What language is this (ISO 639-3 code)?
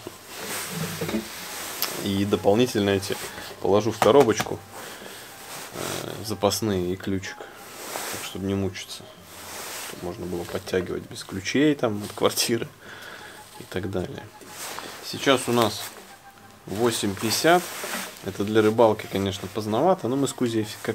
rus